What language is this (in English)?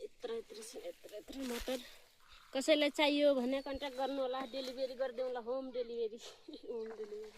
Nepali